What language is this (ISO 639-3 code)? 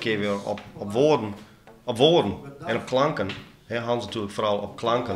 fry